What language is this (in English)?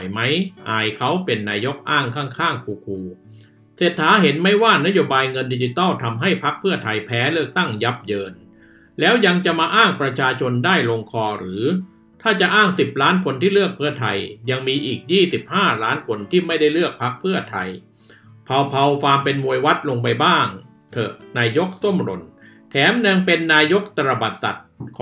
Thai